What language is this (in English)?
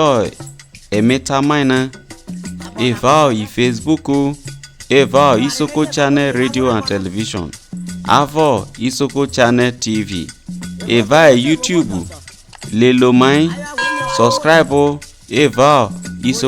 Isoko